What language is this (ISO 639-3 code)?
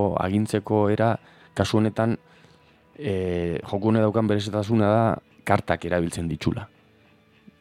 eus